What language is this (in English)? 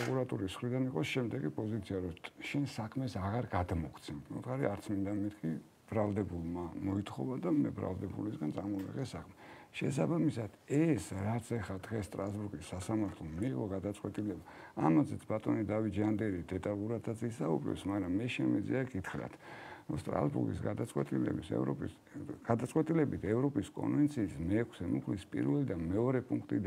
Georgian